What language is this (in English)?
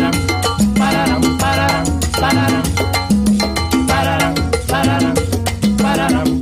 Spanish